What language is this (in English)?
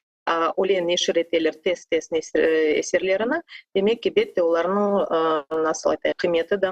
Crimean Tatar